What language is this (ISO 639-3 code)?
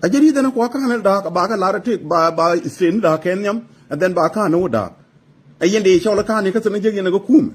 nus